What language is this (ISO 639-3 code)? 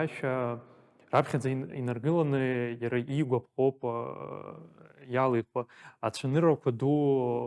abk